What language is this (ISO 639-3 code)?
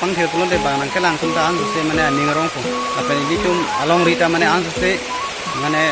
mjw